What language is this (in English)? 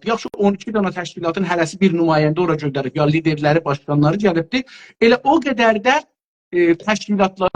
South Azerbaijani